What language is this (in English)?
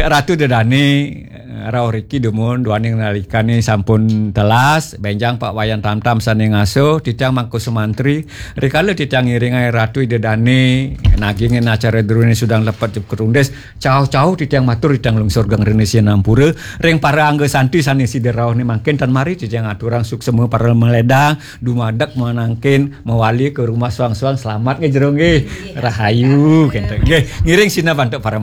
Balinese